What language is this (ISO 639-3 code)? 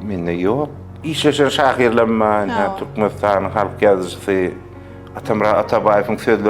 tuk